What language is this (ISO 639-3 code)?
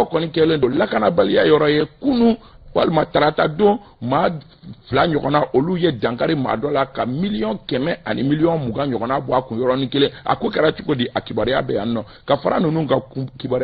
bam